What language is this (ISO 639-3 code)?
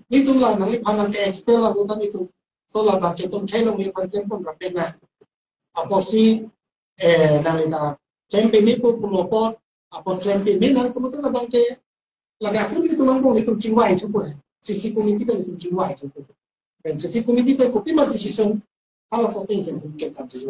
mjw